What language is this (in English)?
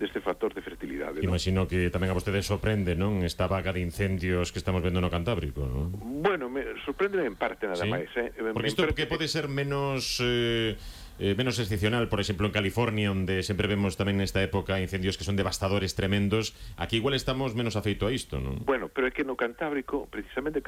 Galician